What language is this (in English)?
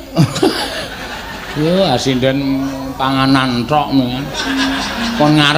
Javanese